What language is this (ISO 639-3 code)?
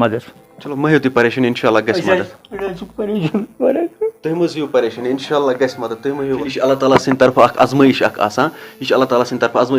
kas